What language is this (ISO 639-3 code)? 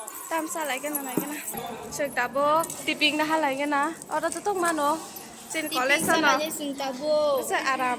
trp